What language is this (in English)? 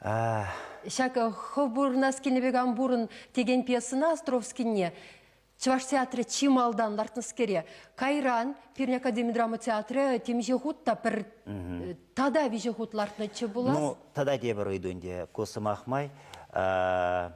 Chuvash